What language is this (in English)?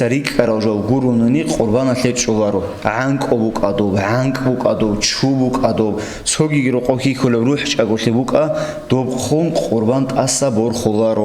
Avaric